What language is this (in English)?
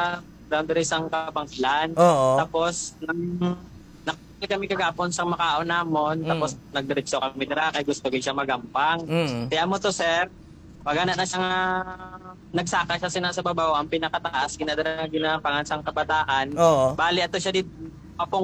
Hiligaynon